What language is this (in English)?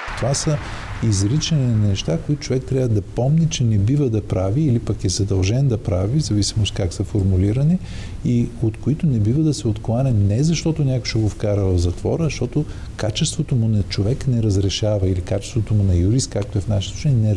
Bulgarian